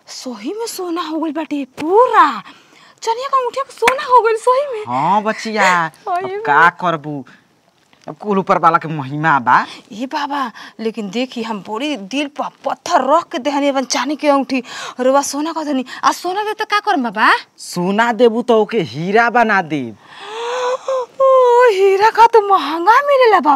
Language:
Bhojpuri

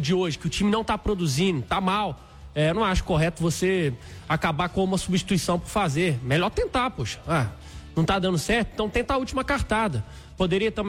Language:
Portuguese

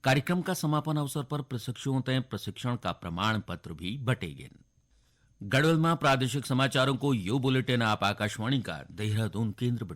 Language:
Garhwali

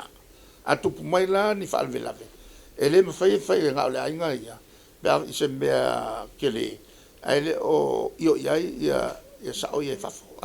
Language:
Samoan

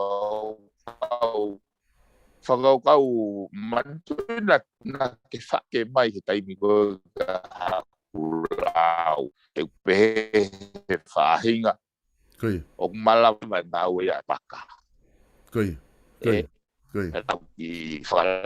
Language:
Tongan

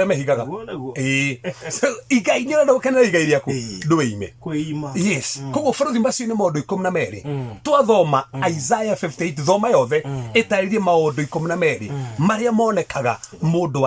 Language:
Kikuyu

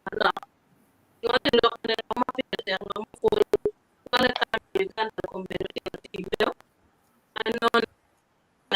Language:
Acoli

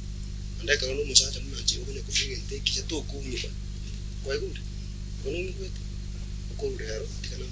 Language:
Gusii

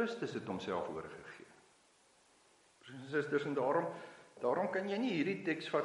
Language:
Afrikaans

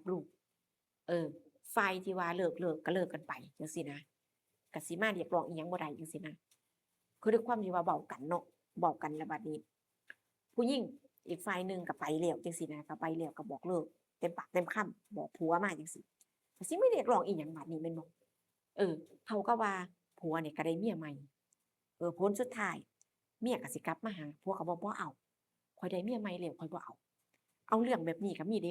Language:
Northeastern Thai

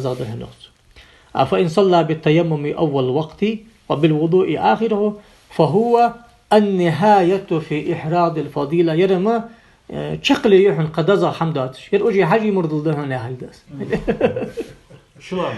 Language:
Ingush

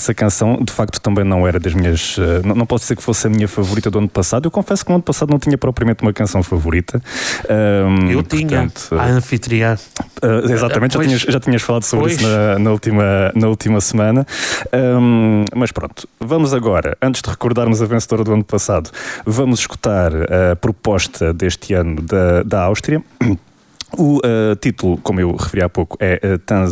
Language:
Portuguese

